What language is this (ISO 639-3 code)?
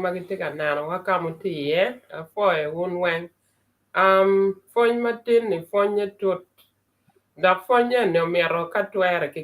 ach